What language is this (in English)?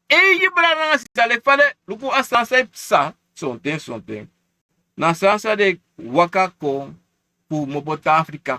Sranan Tongo